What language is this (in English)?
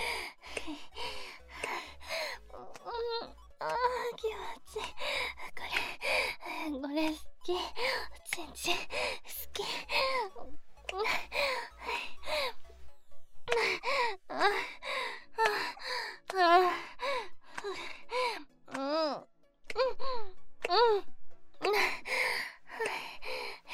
Japanese